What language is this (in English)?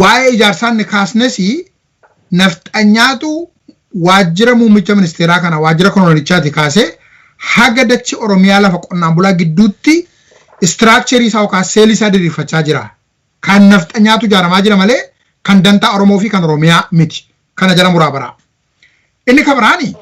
Oromo